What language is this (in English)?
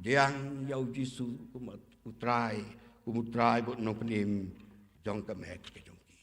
Khasi